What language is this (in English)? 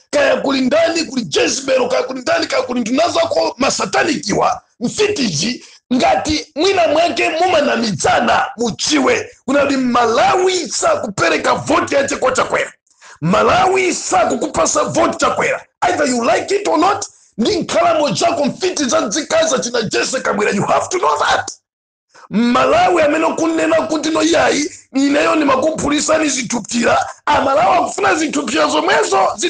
Nyanja